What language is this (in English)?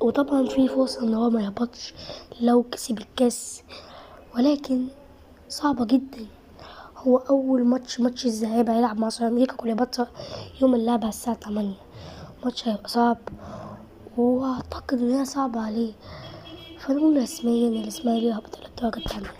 Egyptian Arabic